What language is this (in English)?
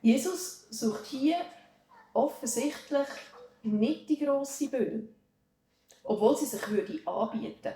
Swiss German